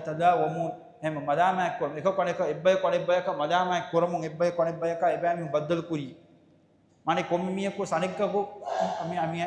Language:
Divehi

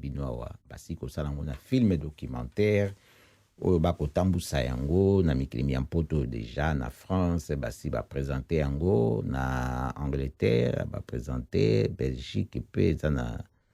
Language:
Lingala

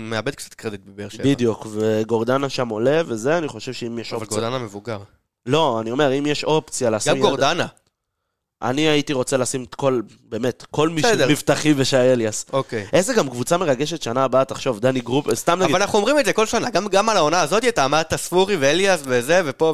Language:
Hebrew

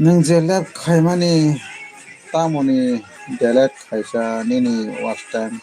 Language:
Kok Borok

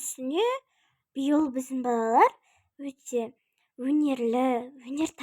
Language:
Kazakh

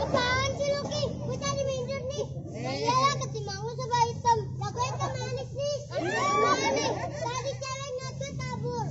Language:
Betawi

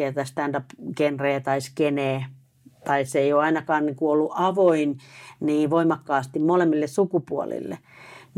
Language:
Finnish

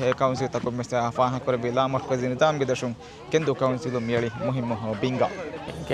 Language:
Divehi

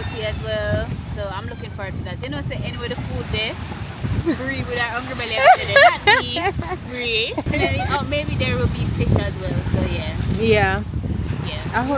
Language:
Jamaican Creole English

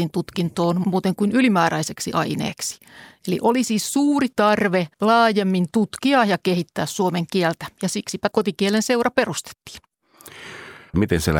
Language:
Finnish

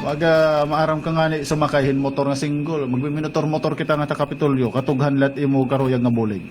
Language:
Waray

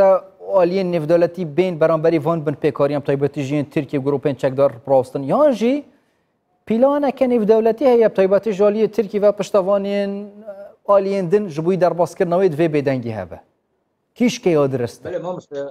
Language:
Kurdish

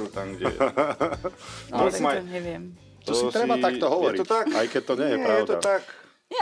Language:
Slovak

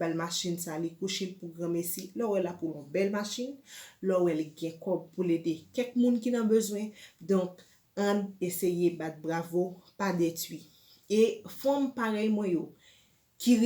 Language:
Haitian Creole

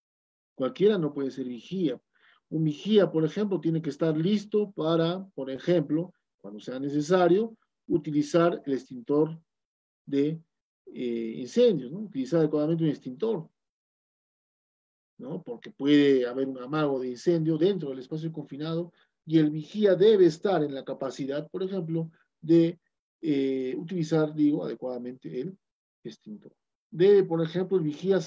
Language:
Spanish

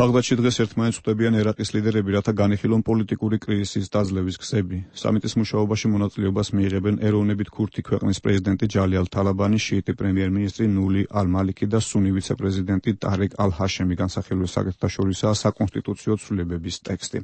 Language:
Georgian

